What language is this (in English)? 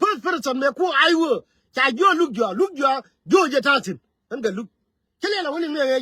Nuer